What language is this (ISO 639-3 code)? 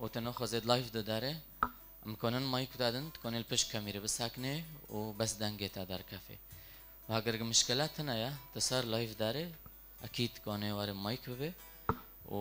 kur